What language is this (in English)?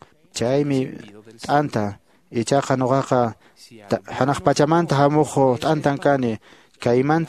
Quechua